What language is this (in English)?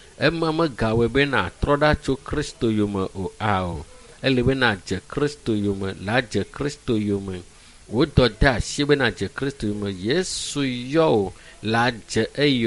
Ewe